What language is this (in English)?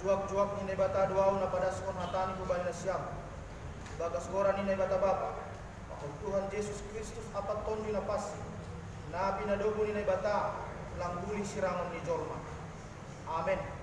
Batak Simalungun